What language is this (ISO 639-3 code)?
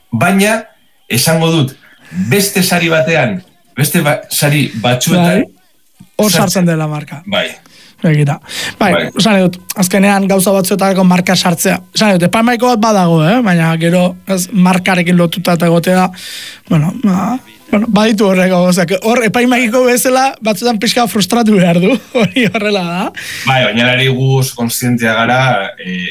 eus